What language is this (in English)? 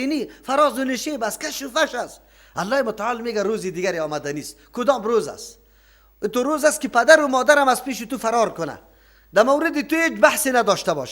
Persian